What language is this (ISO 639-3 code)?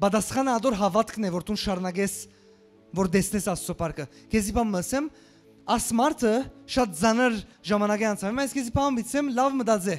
hyw